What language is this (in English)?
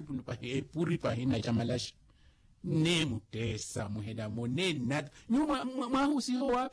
Makhuwa